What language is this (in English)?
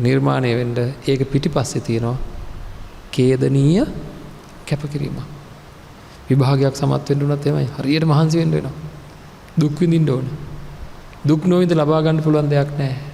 Sinhala